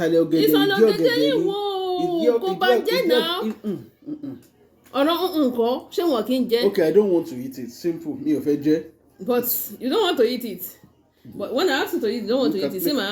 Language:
Yoruba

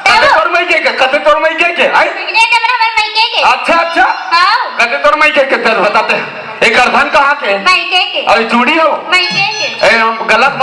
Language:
Chhattisgarhi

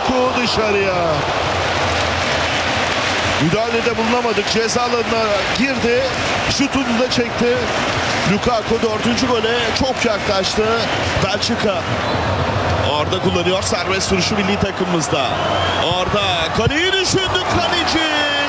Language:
Turkish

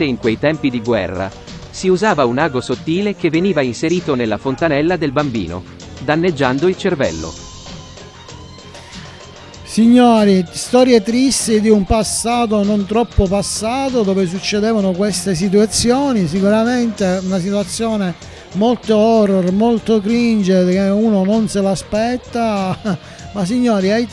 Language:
Italian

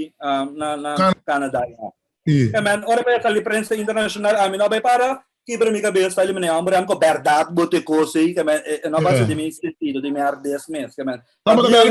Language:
Papiamento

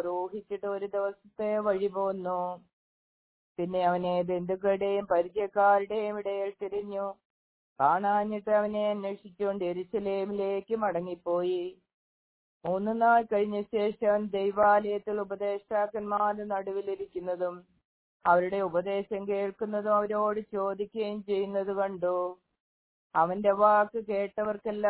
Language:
Malayalam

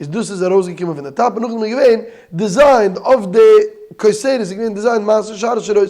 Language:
Yiddish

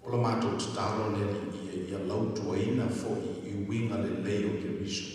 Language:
Samoan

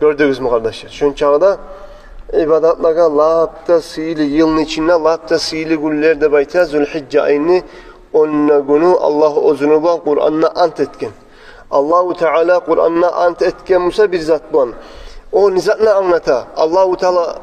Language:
Kumyk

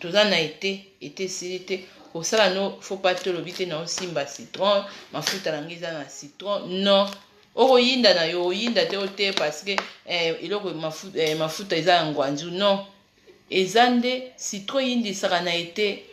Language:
Lingala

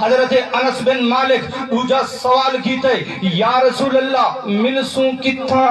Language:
Saraiki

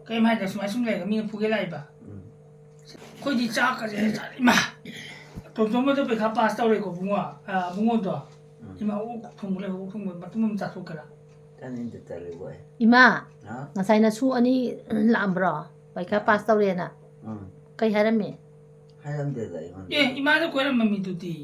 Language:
Manipuri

